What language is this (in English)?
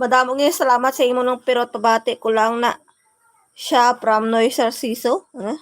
Hiligaynon